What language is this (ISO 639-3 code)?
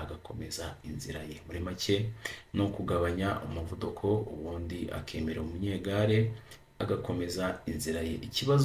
kin